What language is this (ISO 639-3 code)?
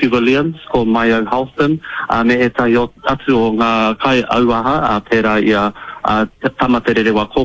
mri